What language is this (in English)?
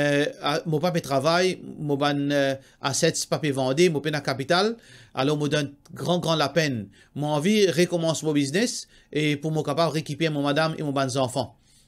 Morisyen